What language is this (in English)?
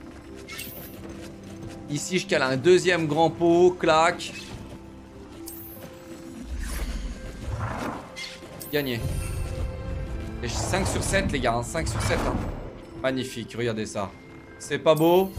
French